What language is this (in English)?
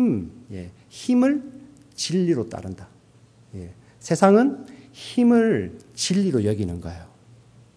Korean